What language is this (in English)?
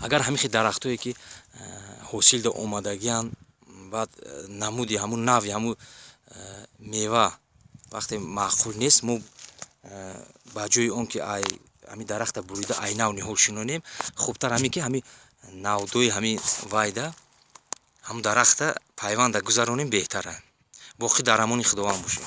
Tajik